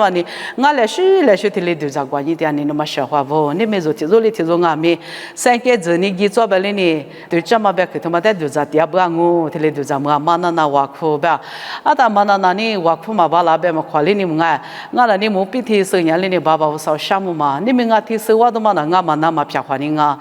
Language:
Lisu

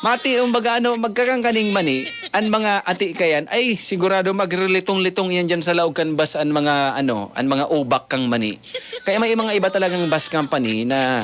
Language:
Bikol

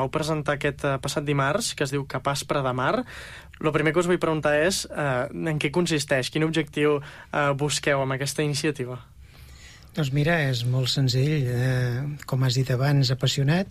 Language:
Catalan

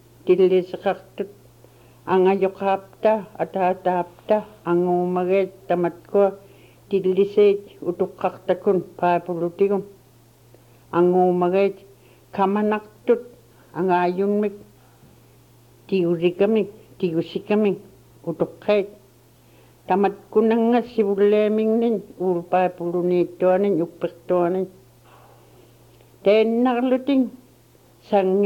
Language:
Inupiaq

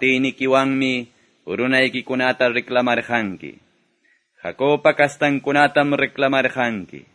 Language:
Quechua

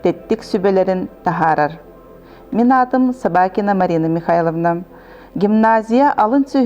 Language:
Yakut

